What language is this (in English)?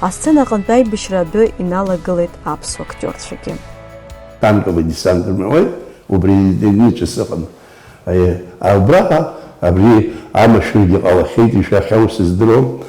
Abkhazian